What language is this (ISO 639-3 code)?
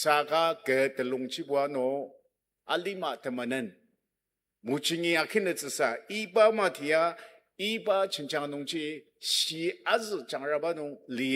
njo